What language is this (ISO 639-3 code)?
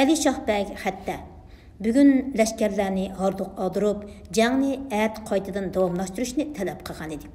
uig